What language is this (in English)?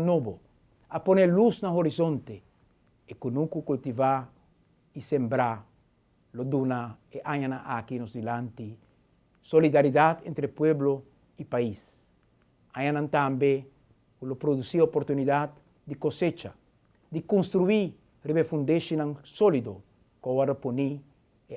Papiamento